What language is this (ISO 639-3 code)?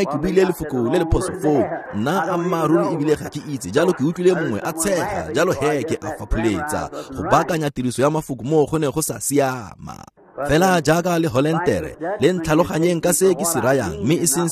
tsn